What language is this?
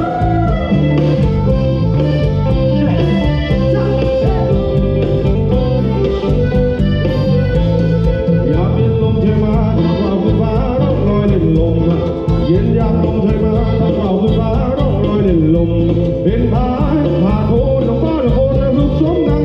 Thai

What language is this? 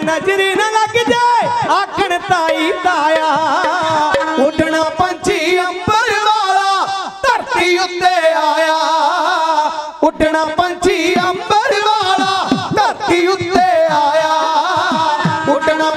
Punjabi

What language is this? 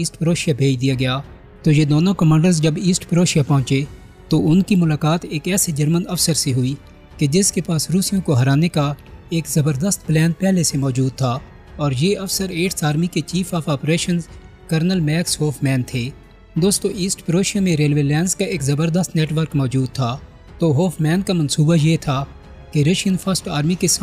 Urdu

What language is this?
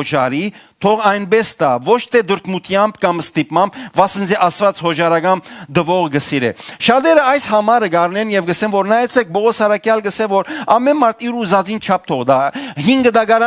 Western Armenian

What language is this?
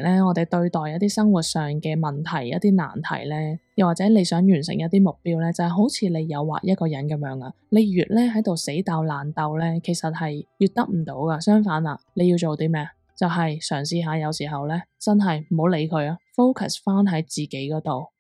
Cantonese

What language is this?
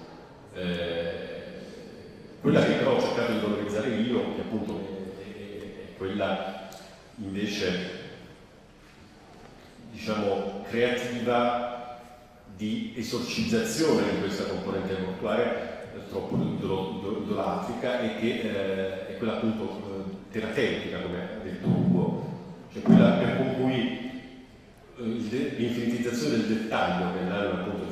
Italian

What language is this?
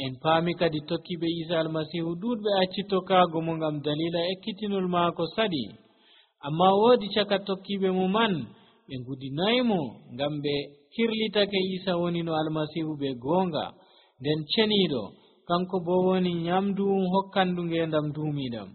Nigerian Fulfulde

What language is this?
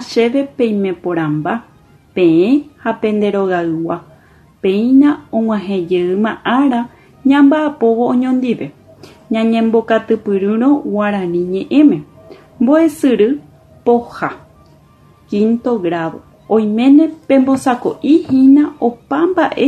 Guarani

